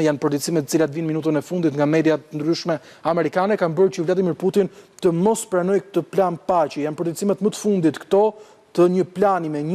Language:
Albanian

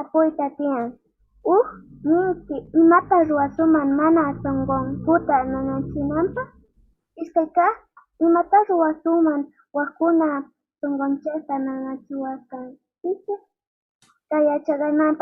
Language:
Quechua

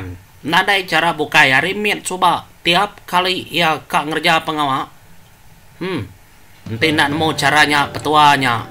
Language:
Iban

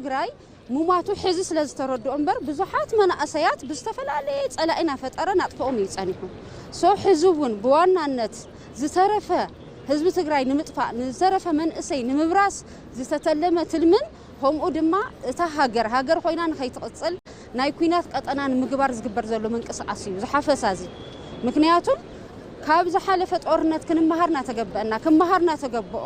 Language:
Tigrinya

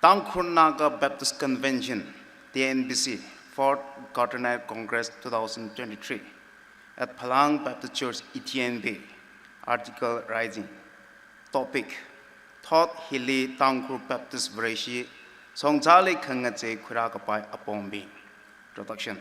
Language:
Tangkhul Naga (India)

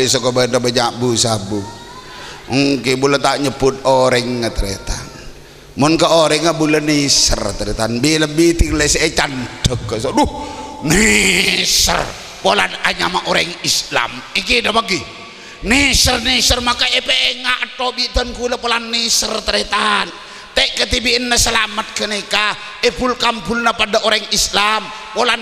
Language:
Madurese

